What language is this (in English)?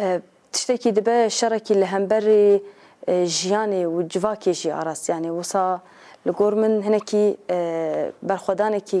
Kurdish